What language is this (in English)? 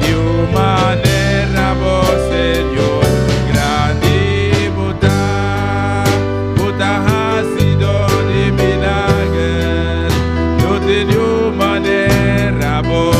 Papiamento